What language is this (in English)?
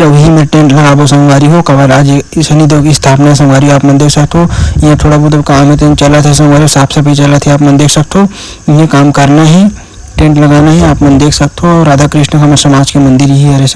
Chhattisgarhi